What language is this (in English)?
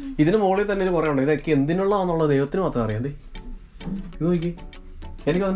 Malayalam